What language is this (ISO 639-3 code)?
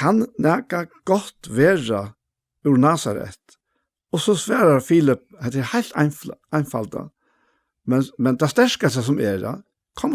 fao